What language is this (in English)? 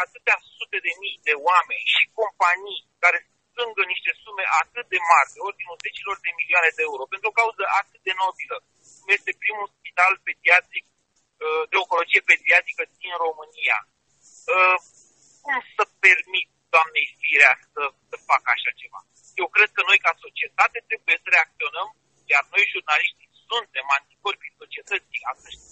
Romanian